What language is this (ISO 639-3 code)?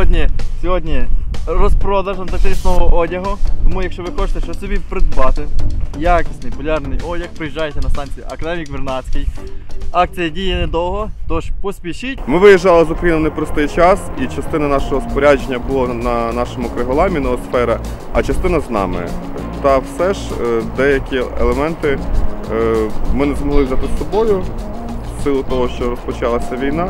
ukr